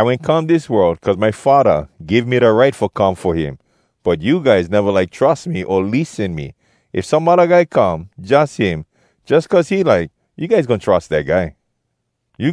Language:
Hawai'i Creole English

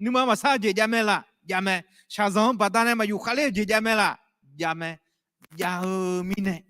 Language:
Akha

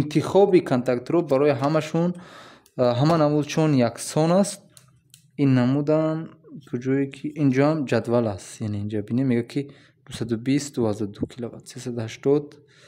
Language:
Tajik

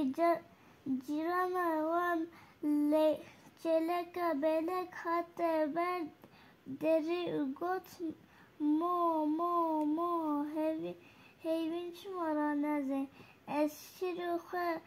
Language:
Kurdish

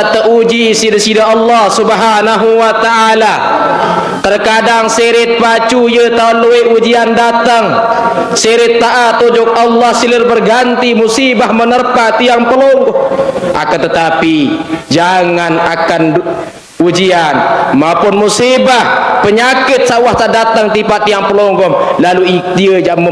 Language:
Sasak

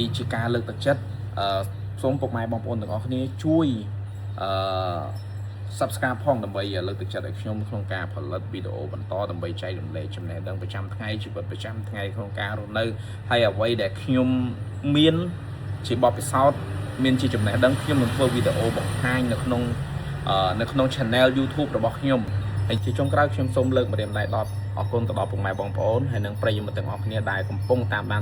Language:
Khmer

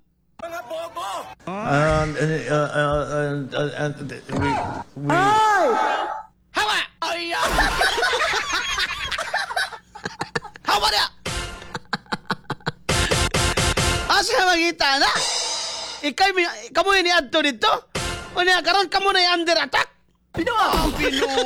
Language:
Cebuano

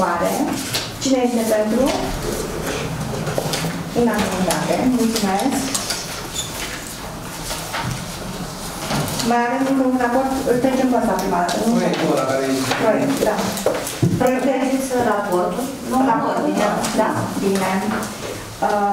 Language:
Romanian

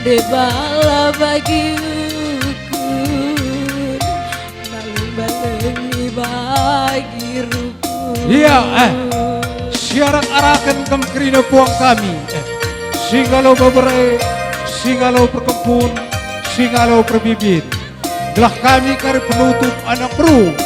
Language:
Batak Karo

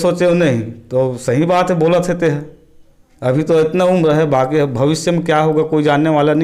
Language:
Chhattisgarhi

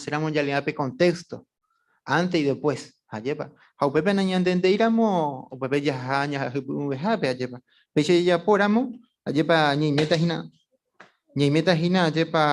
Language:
Guarani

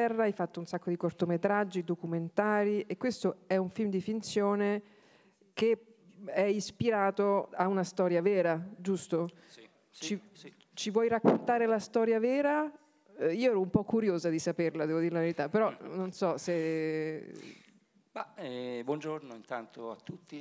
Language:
Italian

